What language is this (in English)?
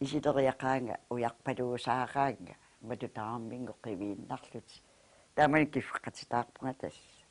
Kalaallisut